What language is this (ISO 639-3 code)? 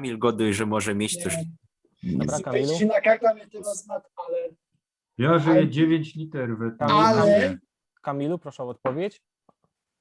szl